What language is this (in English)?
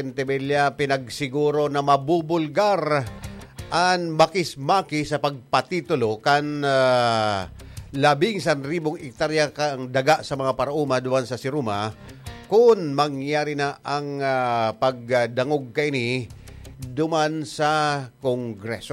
Bikol